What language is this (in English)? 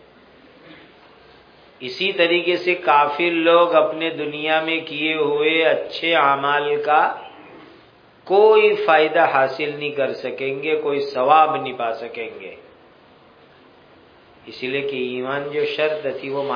Urdu